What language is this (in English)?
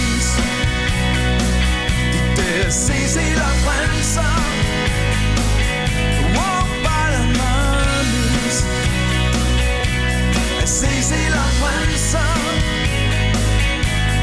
Danish